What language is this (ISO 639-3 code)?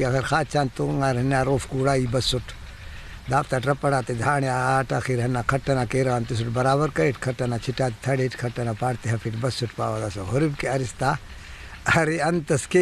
brh